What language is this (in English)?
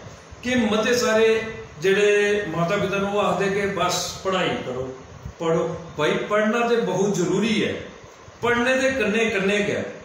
Dogri